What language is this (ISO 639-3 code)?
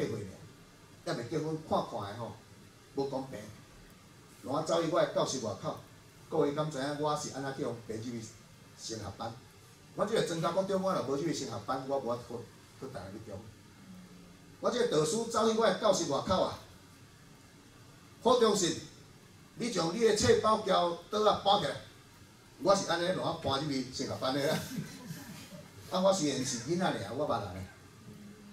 nan